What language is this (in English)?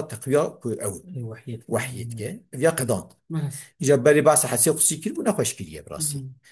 Kurdish